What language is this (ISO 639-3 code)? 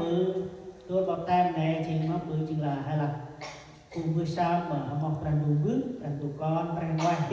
cmo